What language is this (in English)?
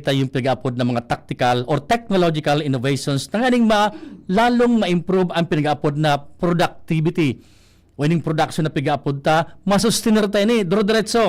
Bikol